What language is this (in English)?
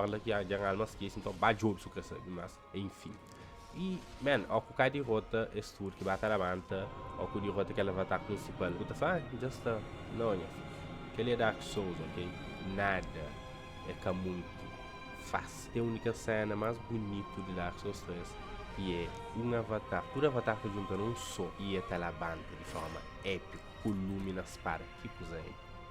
Kabuverdianu